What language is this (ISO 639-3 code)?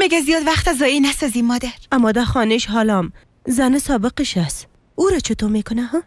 fas